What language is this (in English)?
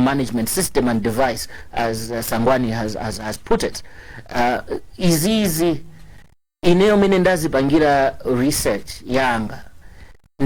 Nyanja